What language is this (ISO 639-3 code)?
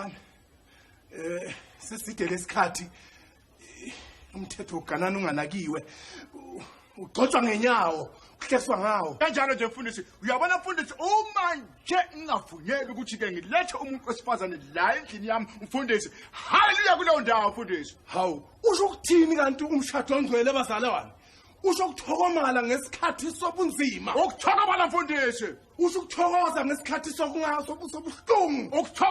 zul